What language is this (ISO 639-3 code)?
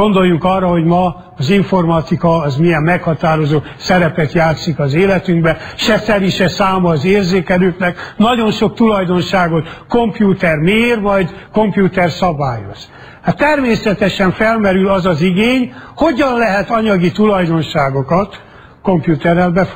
hun